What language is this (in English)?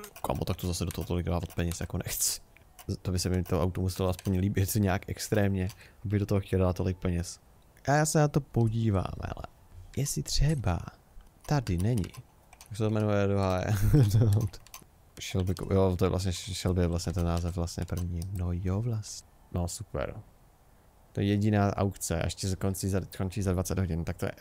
Czech